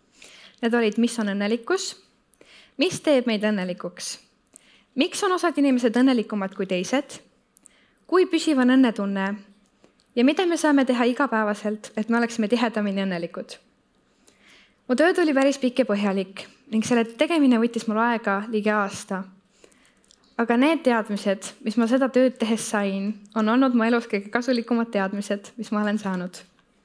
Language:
Estonian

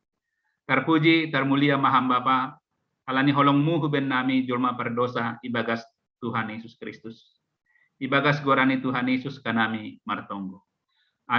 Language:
Batak Simalungun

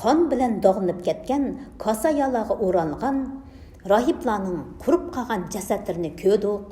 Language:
Uyghur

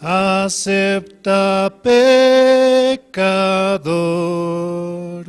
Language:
Aymara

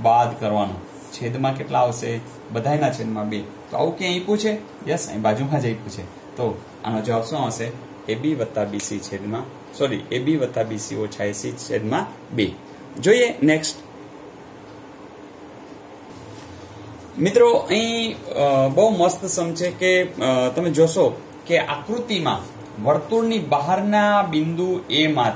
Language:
Gujarati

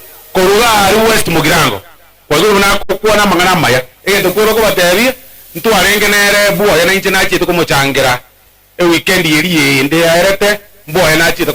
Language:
Gusii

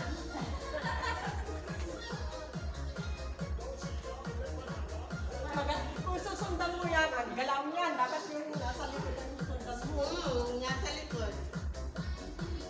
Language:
Filipino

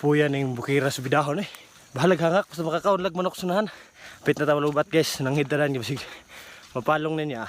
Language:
Cebuano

